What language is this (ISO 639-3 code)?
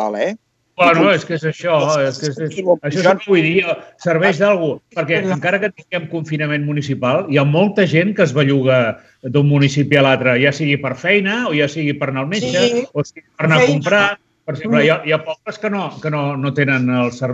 cat